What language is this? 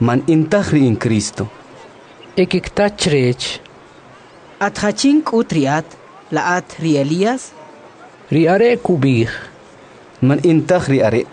Kʼicheʼ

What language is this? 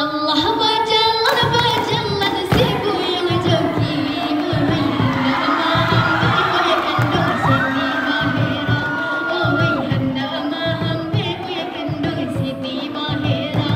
Minangkabau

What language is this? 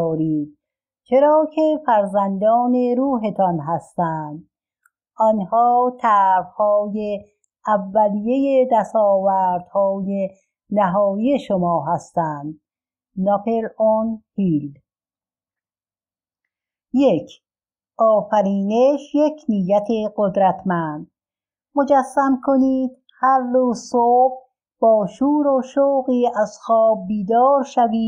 Persian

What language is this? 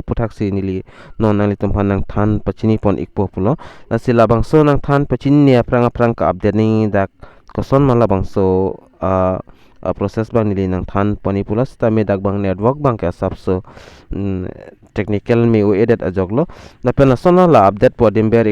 Karbi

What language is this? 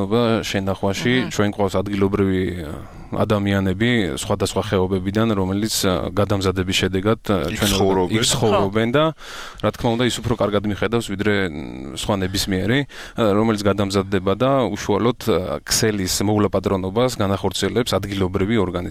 Georgian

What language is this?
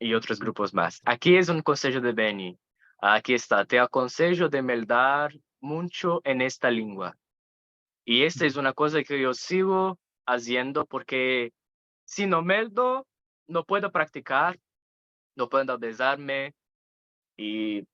Ladino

